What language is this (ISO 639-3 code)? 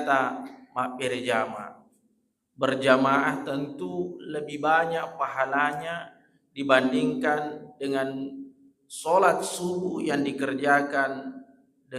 bug